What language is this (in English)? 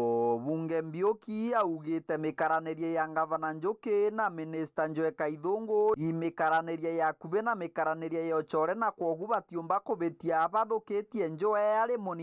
Meru